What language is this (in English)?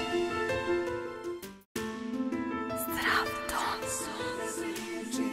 Serbian